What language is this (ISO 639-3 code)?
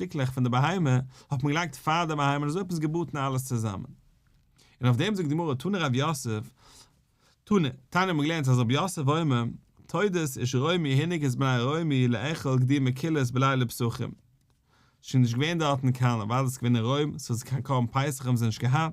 yid